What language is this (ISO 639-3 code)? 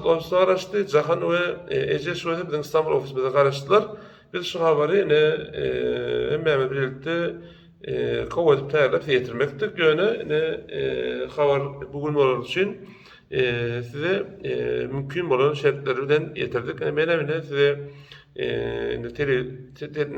tuk